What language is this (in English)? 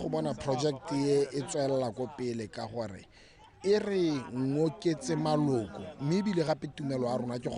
Tswana